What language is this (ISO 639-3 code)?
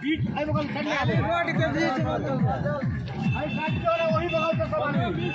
mai